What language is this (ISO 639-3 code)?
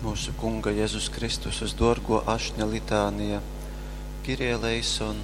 ltg